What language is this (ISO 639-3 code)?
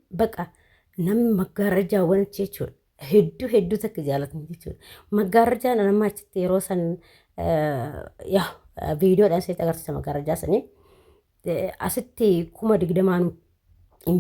orm